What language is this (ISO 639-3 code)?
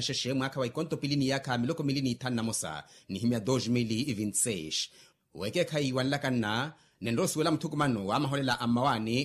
vmw